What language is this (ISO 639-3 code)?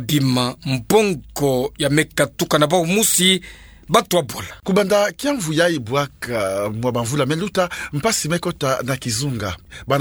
ktu